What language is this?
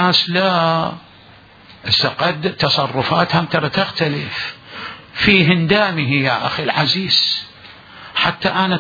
Mesopotamian Arabic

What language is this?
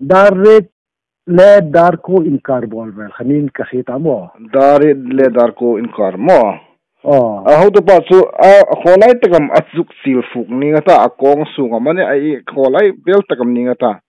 Hmar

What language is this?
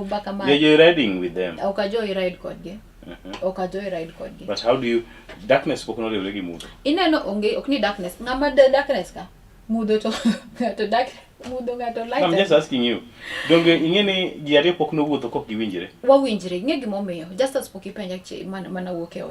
Luo (Kenya and Tanzania)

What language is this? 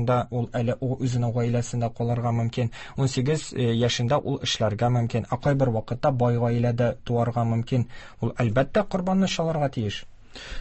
Tatar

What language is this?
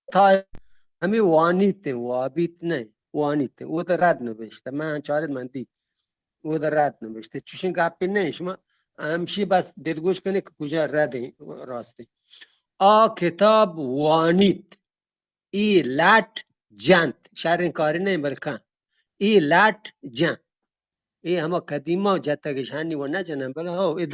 Eastern Balochi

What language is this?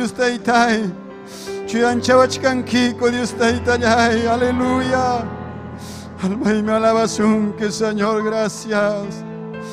Ayacucho Quechua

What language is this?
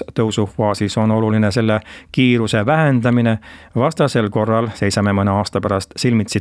Estonian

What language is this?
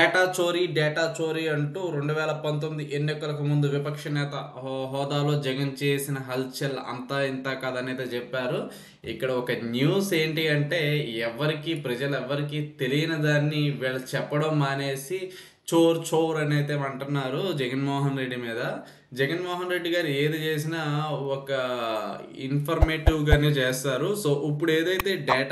Telugu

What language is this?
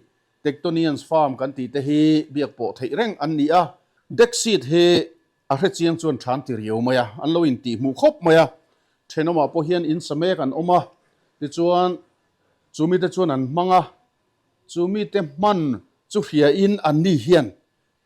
Mizo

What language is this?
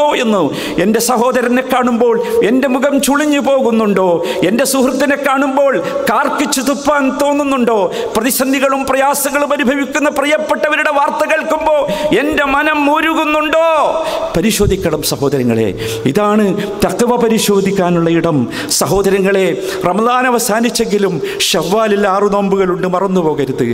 Malayalam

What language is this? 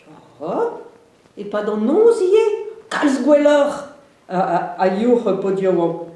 Breton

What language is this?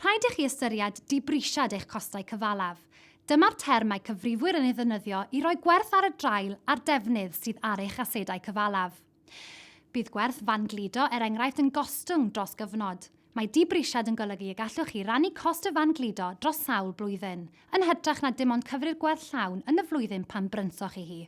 Welsh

